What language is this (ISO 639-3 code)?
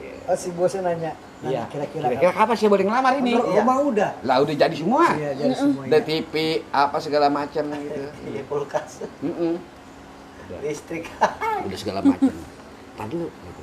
bew